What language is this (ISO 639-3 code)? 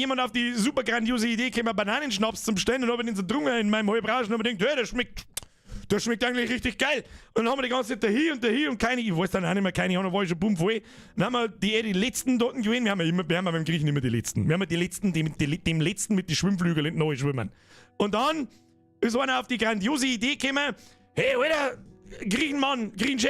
bar